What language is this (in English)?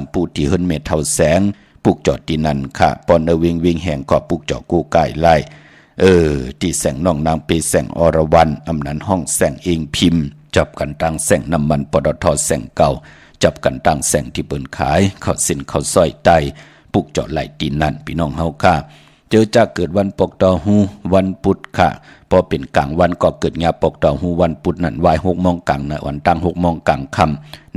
Shan